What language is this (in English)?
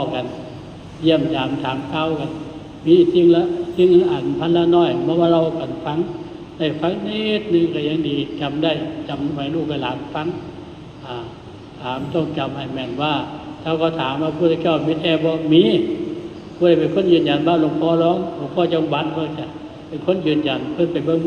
Northeastern Thai